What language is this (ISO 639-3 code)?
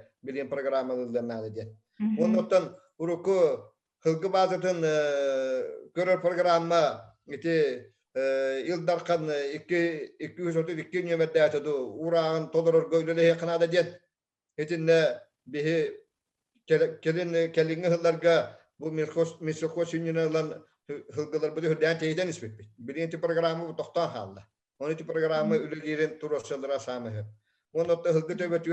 sah